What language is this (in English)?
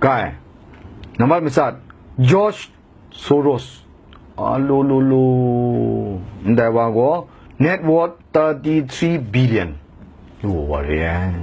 Kachin